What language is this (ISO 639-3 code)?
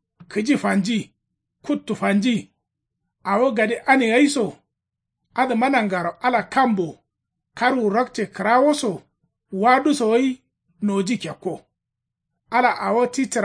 kau